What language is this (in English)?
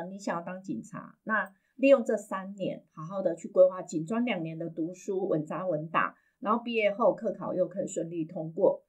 Chinese